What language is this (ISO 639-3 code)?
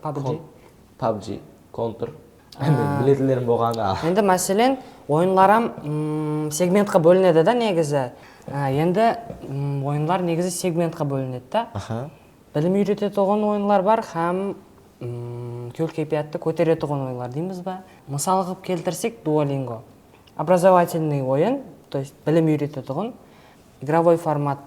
kaa